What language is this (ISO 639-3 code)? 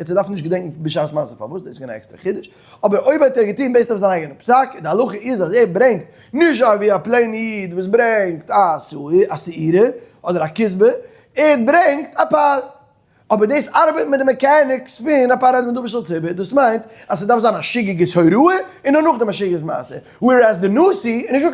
yid